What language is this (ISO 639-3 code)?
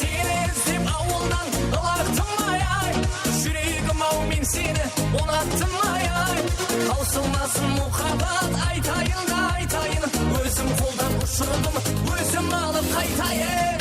kaa